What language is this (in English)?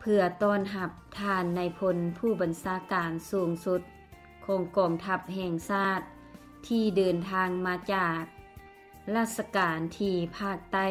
Lao